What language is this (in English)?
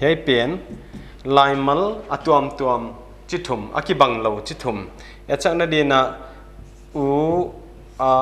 Paite Chin